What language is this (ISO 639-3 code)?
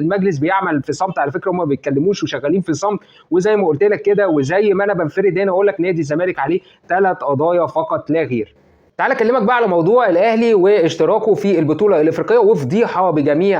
arz